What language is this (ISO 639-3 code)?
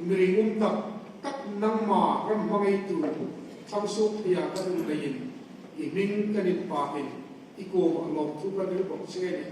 hmr